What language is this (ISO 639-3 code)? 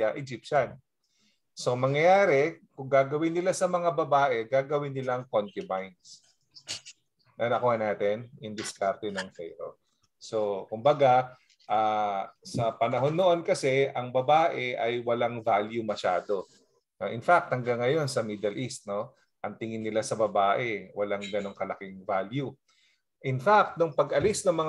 fil